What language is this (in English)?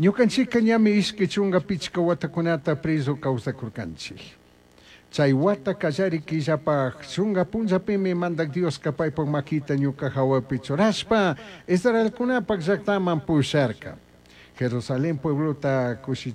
Chimborazo Highland Quichua